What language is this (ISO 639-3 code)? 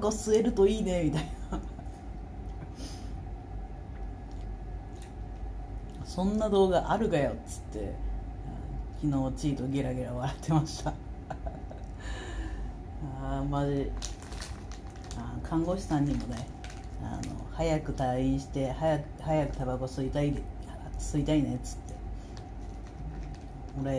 jpn